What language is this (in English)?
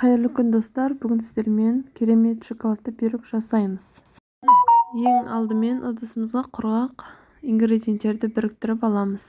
Kazakh